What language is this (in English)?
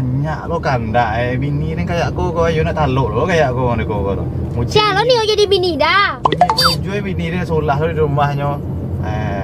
Minangkabau